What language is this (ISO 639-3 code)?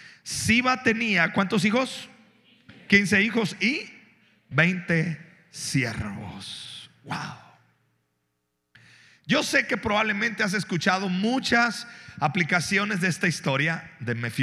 spa